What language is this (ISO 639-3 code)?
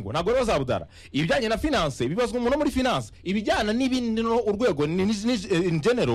kin